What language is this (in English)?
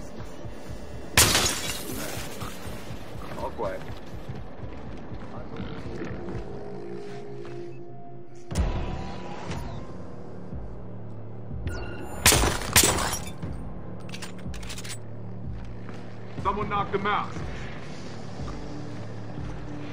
English